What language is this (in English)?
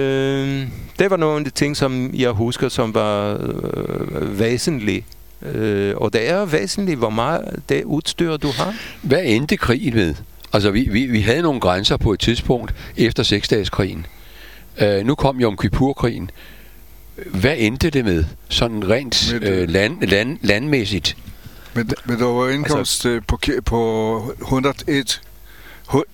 Danish